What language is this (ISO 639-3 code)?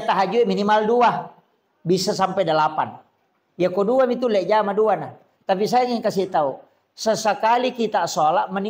bug